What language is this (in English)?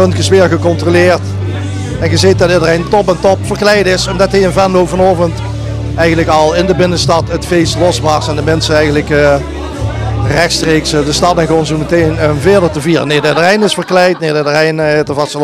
Limburgish